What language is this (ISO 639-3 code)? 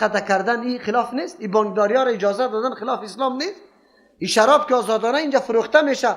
fas